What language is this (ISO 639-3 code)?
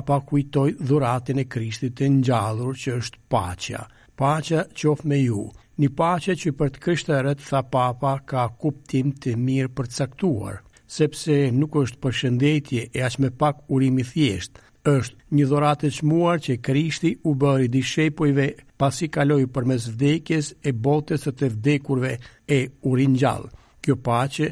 sqi